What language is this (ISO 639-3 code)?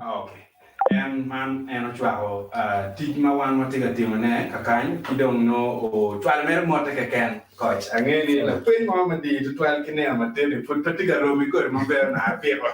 ach